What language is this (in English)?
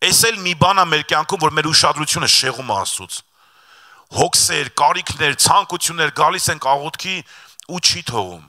Armenian